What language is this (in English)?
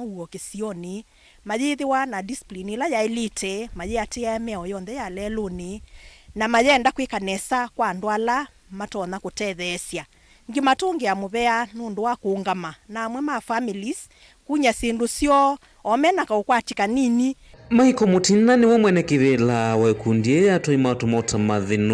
Kamba